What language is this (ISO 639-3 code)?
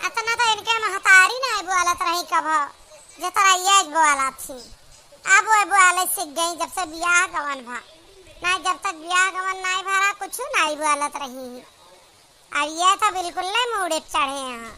awa